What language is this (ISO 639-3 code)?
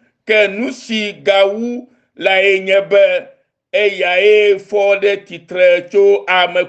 ewe